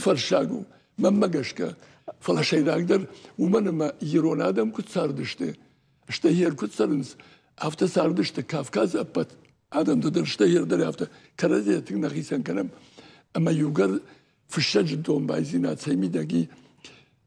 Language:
Ossetic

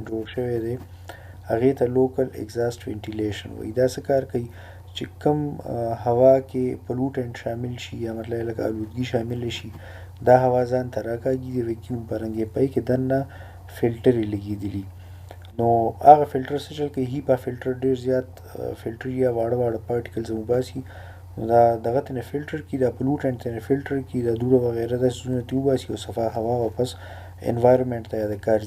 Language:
Pashto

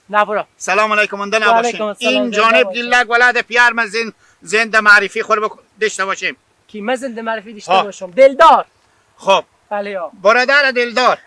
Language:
Hazaragi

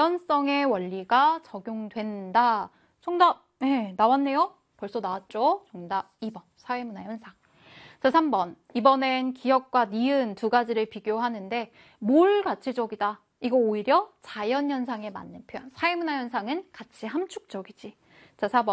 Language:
Korean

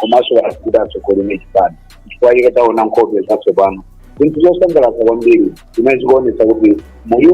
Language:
Nyanja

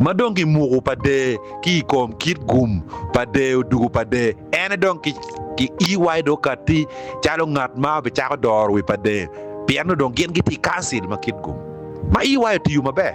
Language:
Acoli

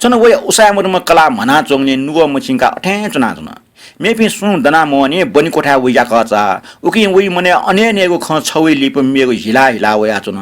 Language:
Newari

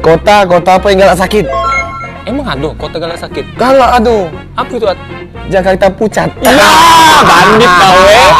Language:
Musi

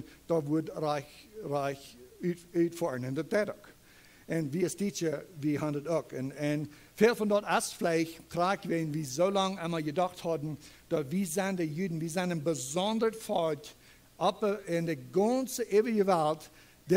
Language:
Plautdietsch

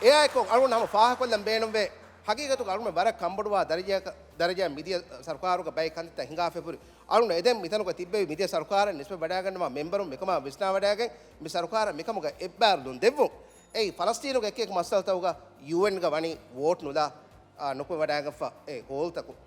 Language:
Divehi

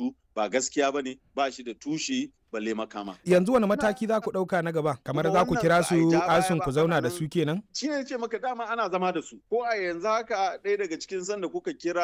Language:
Hausa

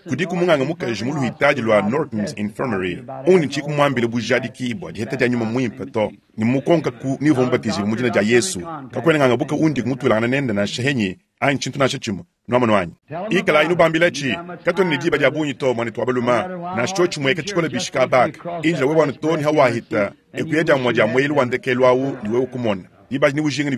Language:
Luba-Lulua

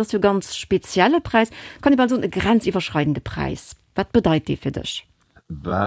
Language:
Luxembourgish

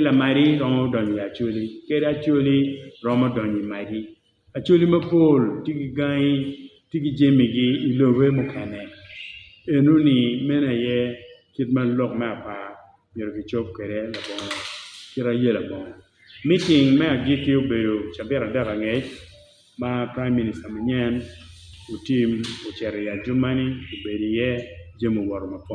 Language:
Acoli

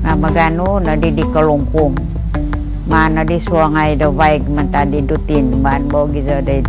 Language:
Central Dusun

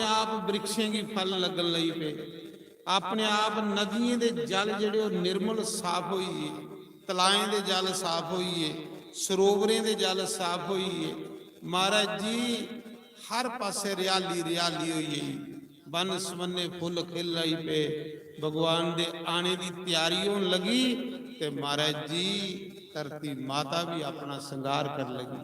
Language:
Dogri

